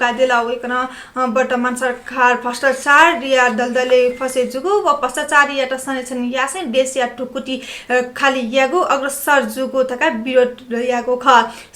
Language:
Newari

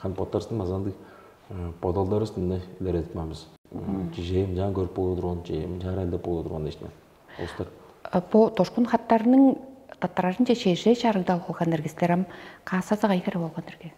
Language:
Tuvinian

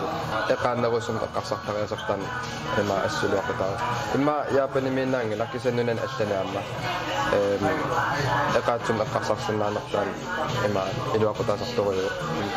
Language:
Kalaallisut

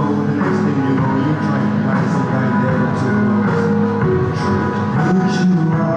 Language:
Hakha Chin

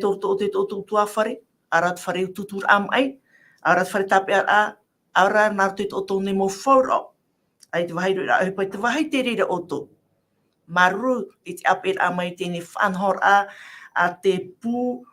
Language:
Tahitian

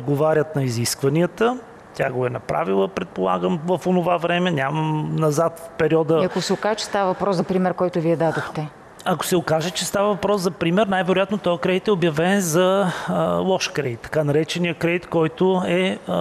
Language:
Bulgarian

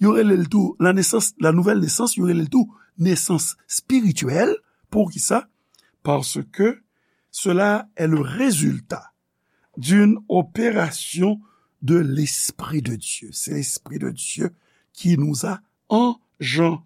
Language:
Haitian Creole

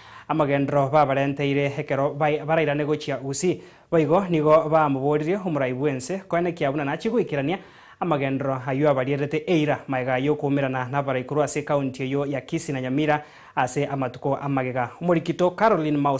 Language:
Gusii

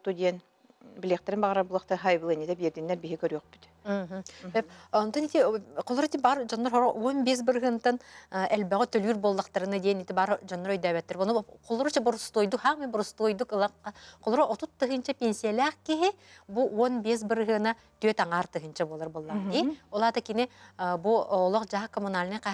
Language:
Yakut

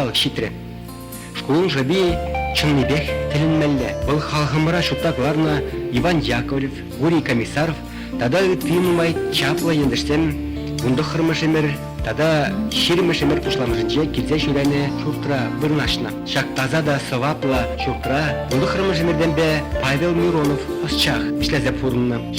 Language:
Chuvash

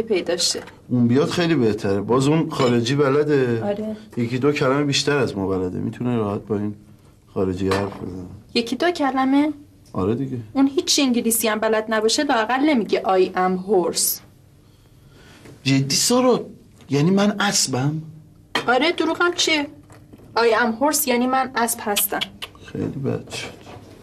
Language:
Persian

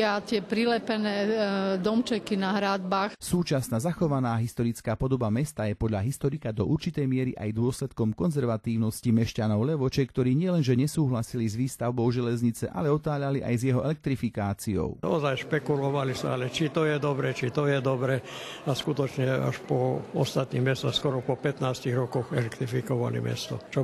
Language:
Slovak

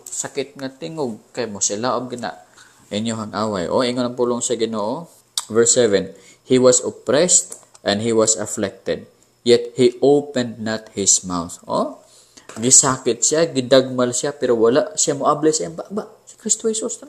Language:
Cebuano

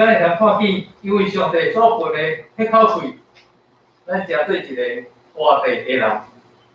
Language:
Min Nan Chinese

